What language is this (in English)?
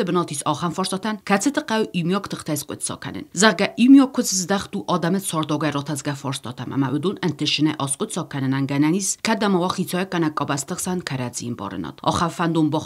Ossetic